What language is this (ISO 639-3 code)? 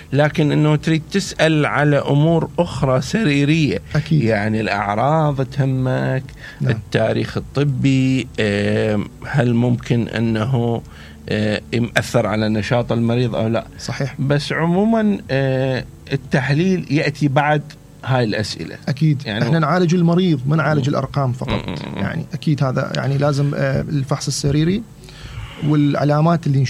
acm